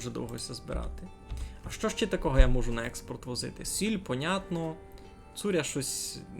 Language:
Rusyn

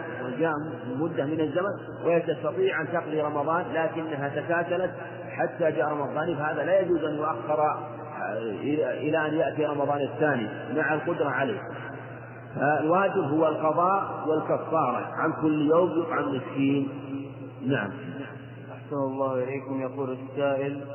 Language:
Arabic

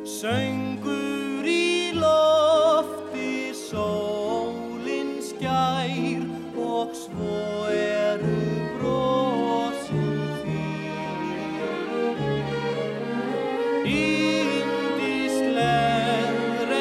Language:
Icelandic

